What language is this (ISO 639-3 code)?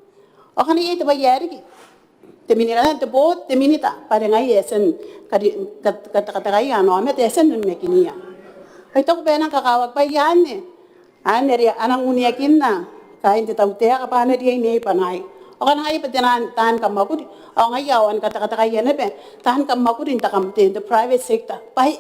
gil